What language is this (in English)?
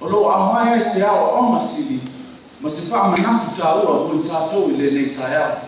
Samoan